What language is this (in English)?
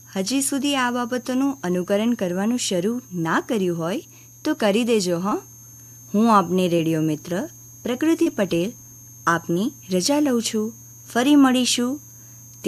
Gujarati